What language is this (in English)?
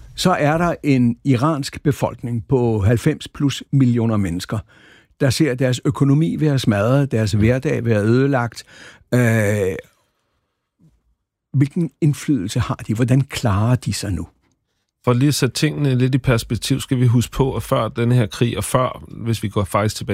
Danish